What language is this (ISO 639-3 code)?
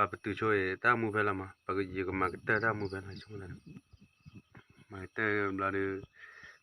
ksw